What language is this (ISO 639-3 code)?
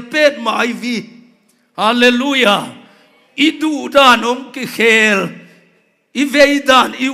ctd